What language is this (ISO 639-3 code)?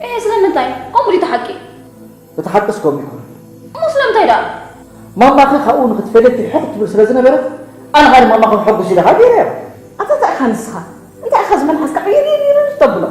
tir